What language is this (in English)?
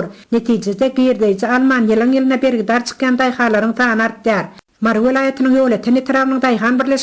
Turkmen